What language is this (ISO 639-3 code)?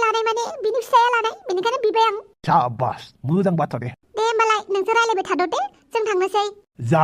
brx